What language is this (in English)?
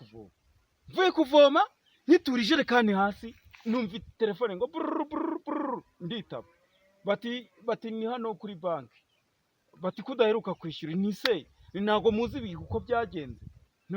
Kinyarwanda